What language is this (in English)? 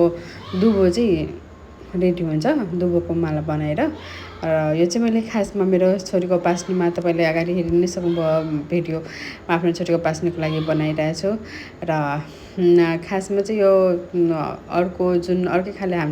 Nepali